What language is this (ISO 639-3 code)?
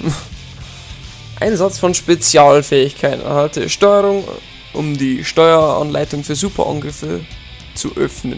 bar